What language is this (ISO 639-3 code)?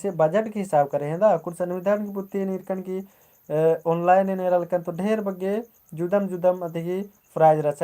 kru